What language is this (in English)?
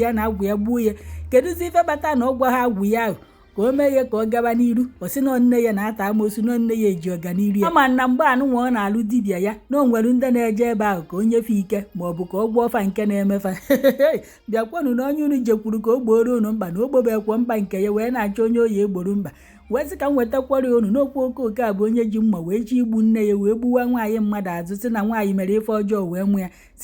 Igbo